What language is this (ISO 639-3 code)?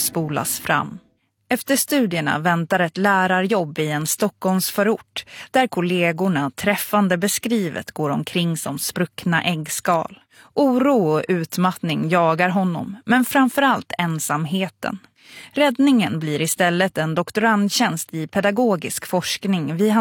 swe